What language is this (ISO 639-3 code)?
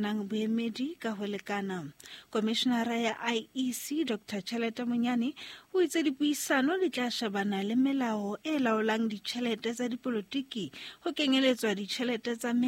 sot